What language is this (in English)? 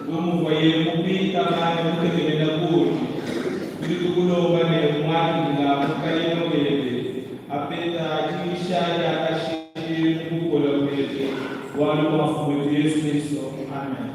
Luba-Lulua